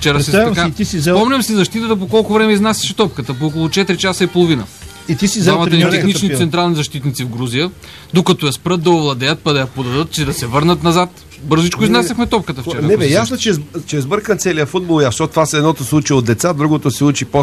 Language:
Bulgarian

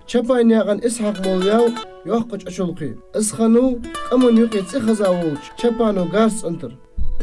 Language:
Ingush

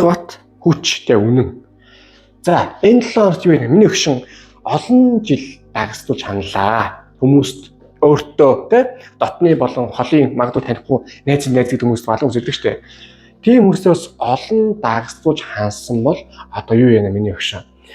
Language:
Mongolian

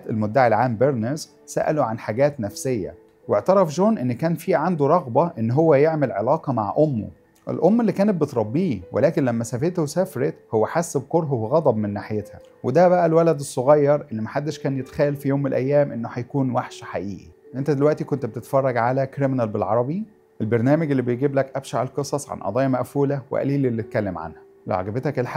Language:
Egyptian Arabic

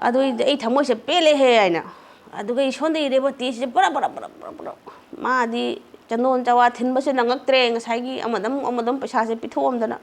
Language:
Manipuri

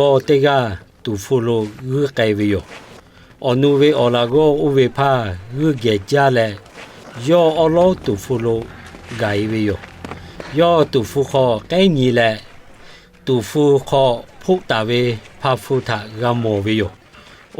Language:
Lahu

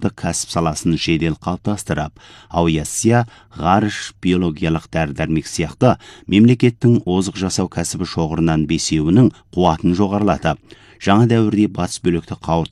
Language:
Kazakh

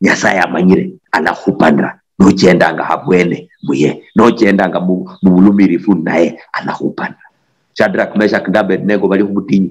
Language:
Luyia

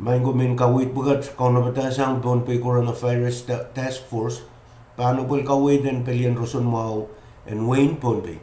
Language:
Pohnpeian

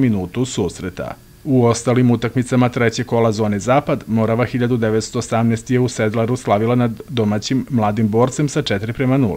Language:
Serbian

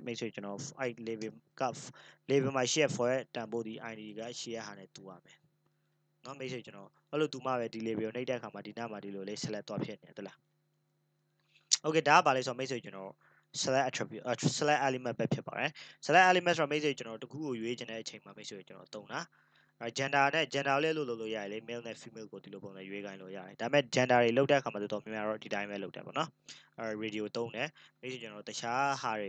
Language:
Burmese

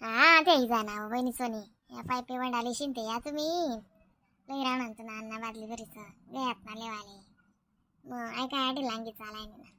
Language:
Khandesi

